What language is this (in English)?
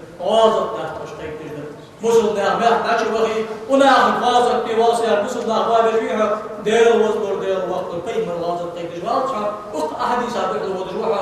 Ingush